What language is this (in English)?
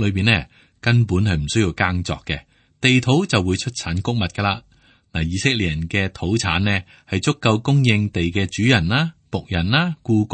Cantonese